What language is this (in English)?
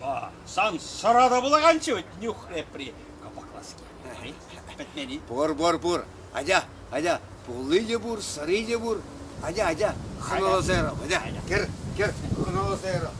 Chuvash